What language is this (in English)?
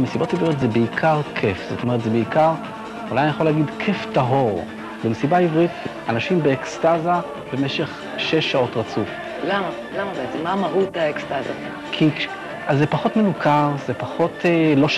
Hebrew